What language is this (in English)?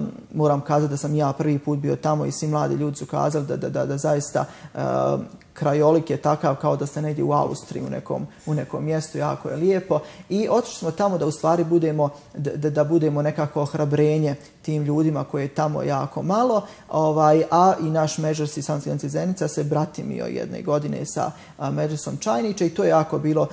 Bosnian